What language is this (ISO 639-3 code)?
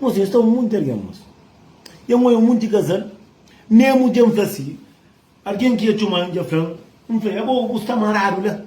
kea